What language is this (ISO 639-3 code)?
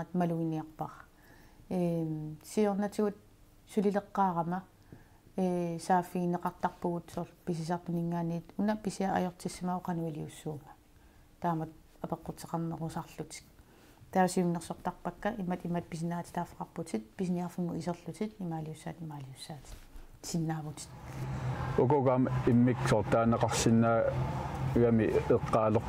kal